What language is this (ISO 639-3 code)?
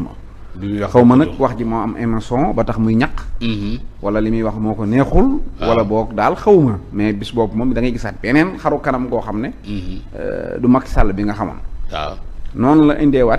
wol